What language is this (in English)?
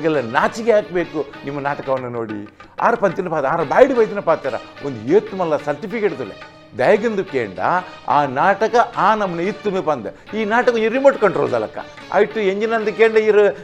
Tulu